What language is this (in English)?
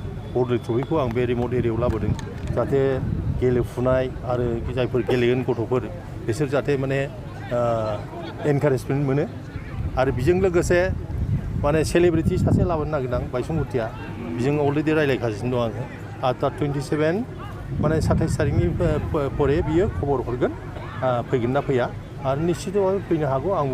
Bodo